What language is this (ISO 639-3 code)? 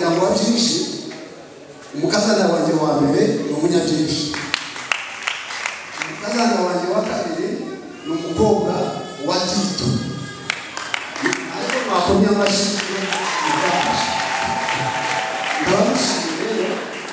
kin